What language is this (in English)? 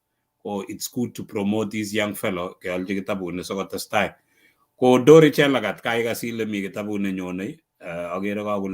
Kalenjin